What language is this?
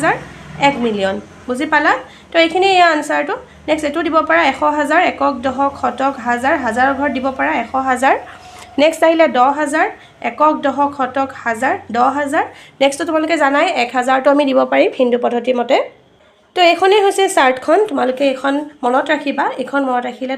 Assamese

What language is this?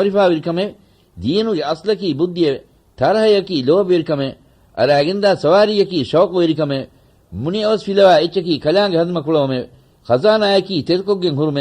Divehi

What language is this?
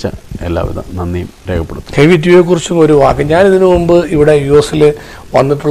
Malayalam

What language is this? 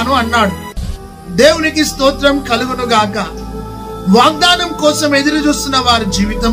Telugu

